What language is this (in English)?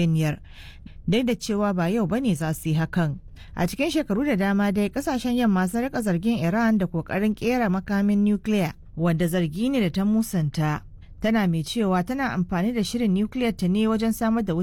Hausa